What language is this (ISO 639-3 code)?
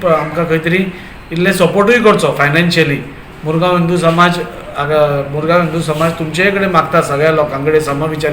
kok